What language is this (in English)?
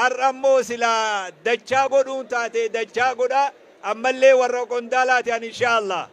Oromo